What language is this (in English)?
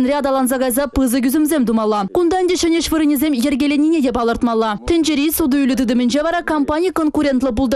Chuvash